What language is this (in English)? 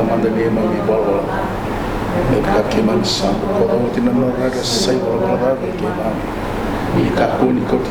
Fijian